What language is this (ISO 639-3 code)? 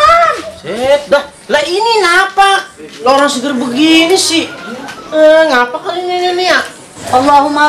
bew